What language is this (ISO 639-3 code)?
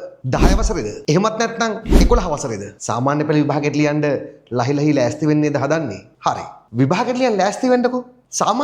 sin